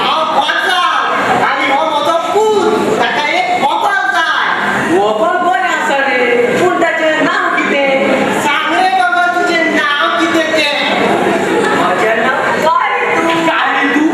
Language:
Konkani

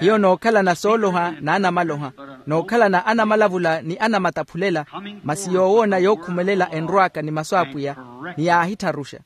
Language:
Makhuwa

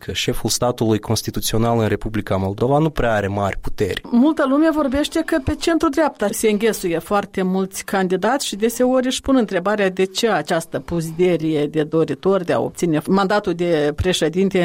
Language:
Romanian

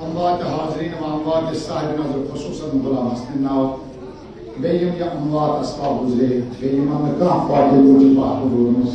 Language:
Kashmiri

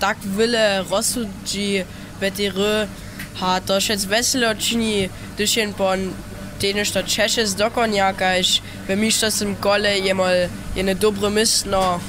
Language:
Upper Sorbian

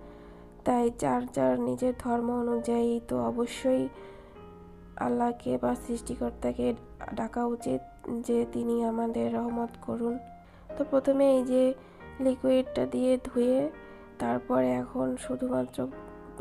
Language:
Bangla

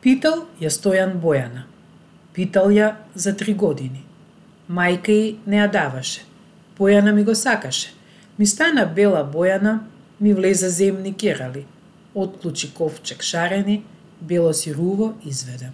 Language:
Macedonian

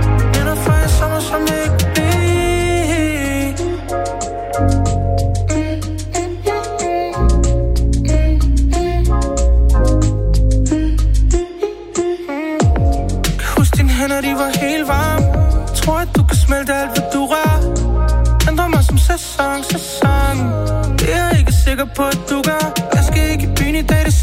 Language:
Danish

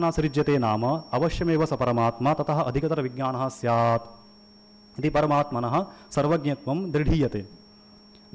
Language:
Sanskrit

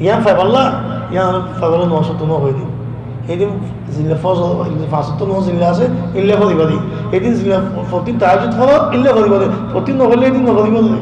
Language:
Rohingya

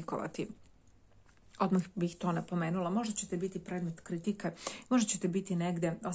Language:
Serbian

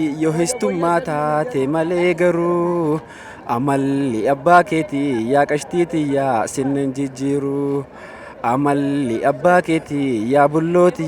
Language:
Oromo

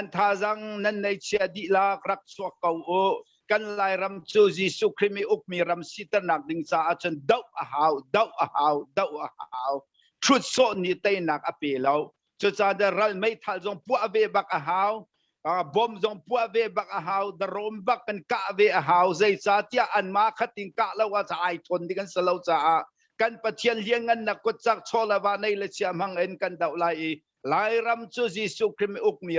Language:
Hakha Chin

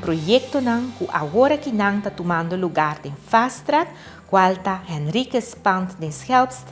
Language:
Papiamento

